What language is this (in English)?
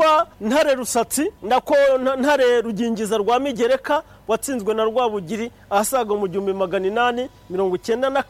Kinyarwanda